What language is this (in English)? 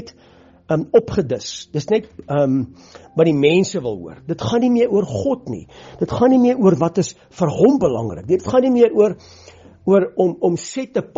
Afrikaans